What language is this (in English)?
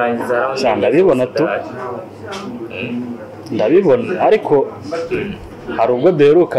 Kinyarwanda